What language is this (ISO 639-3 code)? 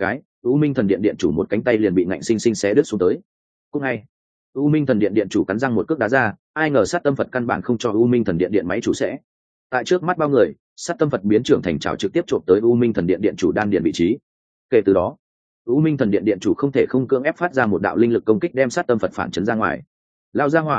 vie